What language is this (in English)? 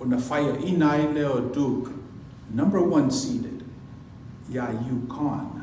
Samoan